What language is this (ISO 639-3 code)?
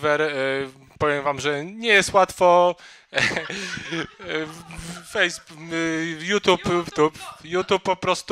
pol